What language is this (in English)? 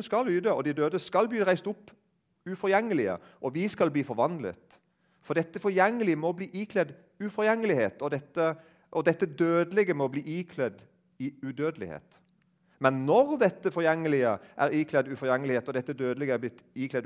Norwegian